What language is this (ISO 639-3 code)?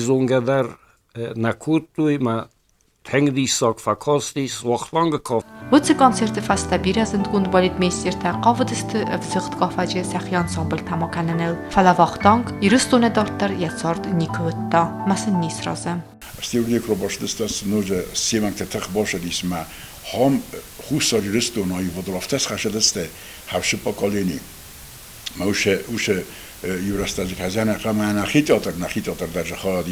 oss